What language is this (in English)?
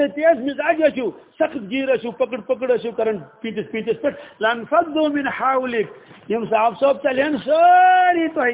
Kashmiri